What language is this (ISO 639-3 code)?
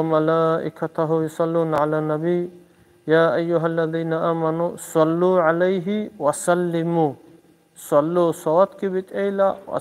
ava